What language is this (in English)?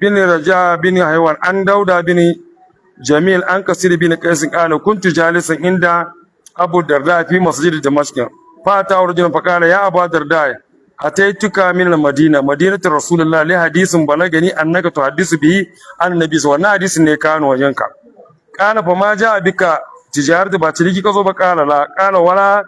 Hausa